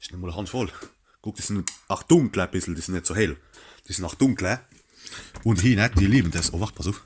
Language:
Palatine German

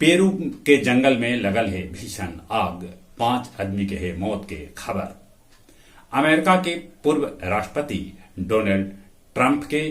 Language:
Magahi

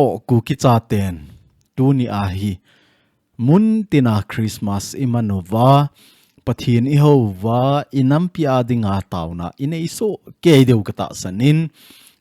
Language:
Thado Chin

